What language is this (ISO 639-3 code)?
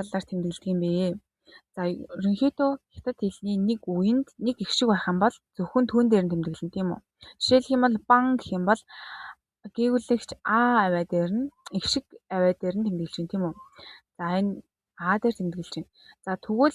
mon